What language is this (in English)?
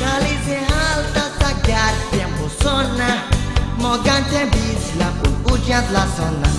Konkani